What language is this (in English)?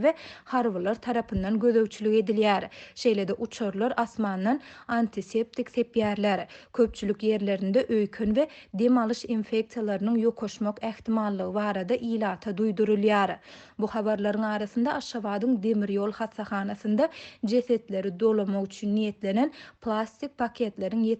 Turkmen